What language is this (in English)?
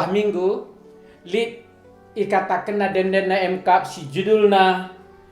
Batak Karo